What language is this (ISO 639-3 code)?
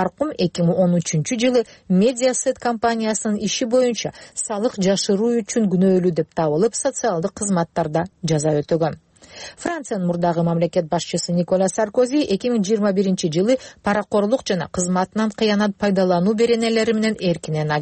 kir